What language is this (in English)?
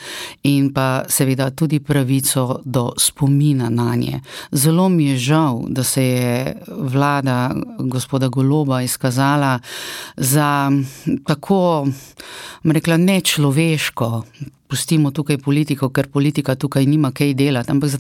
Slovenian